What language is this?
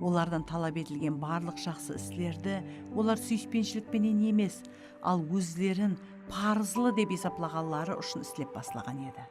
Kara-Kalpak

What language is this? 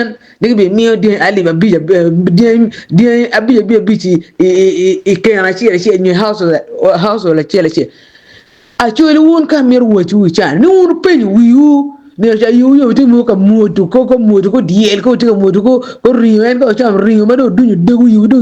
Acoli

